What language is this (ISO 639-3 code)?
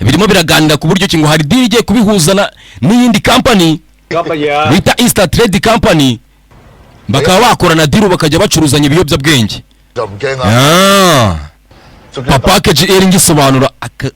kin